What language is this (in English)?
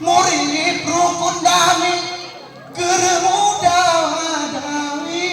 Gayo